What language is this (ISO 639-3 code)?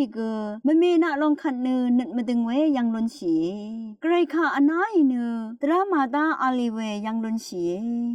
raw